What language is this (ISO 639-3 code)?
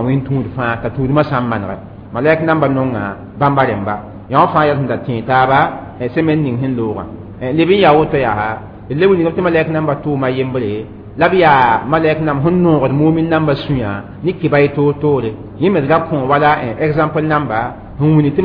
mos